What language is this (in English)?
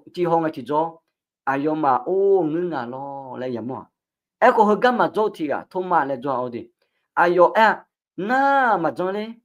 Akha